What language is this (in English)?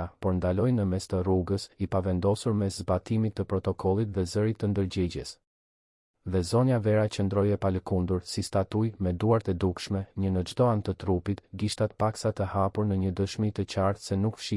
Albanian